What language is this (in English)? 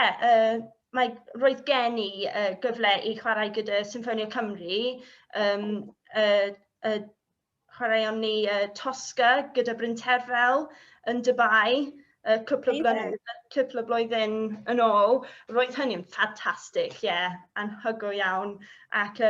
Welsh